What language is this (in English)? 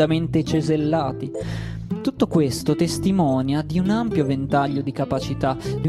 Italian